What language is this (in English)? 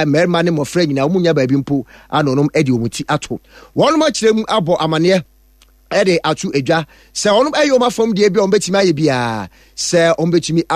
Akan